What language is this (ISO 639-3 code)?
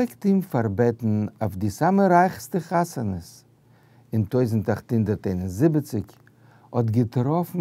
yid